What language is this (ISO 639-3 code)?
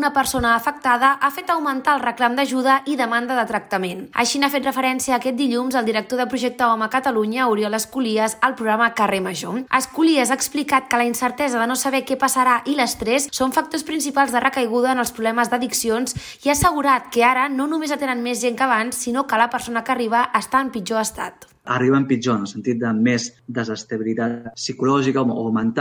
cat